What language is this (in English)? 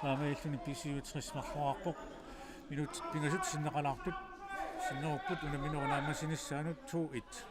Kalaallisut